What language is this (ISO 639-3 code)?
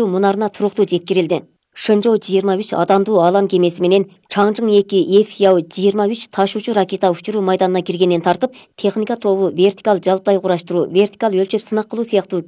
kir